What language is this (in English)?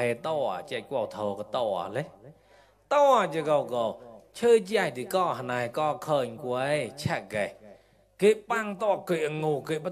Mon